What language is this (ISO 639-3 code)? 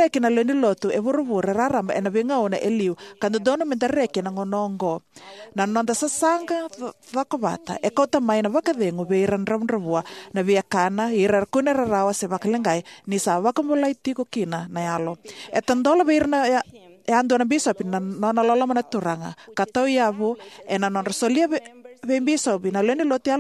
fij